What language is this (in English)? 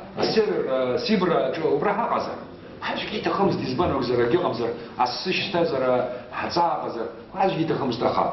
Abkhazian